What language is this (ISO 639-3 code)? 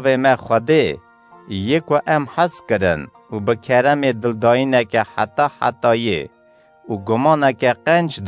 kur